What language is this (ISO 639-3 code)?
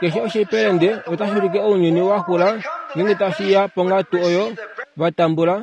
kua